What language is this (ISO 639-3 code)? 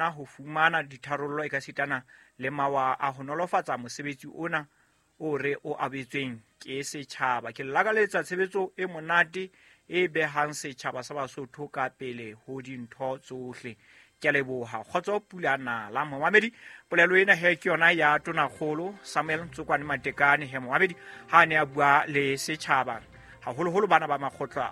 sot